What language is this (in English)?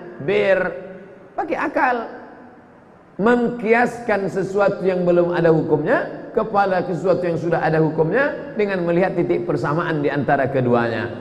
Indonesian